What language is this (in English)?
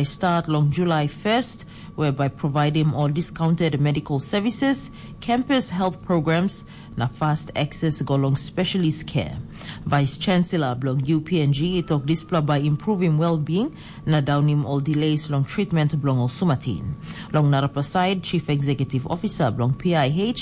Tok Pisin